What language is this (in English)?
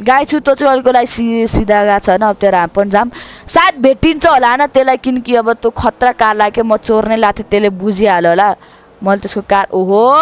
Nepali